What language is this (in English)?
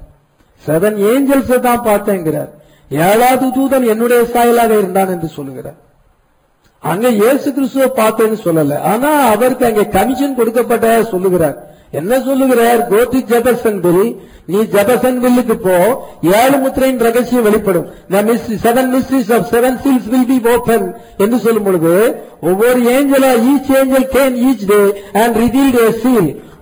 Tamil